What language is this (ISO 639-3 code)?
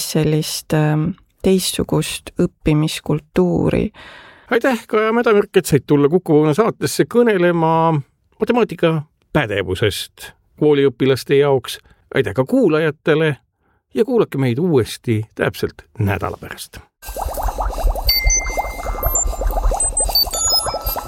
est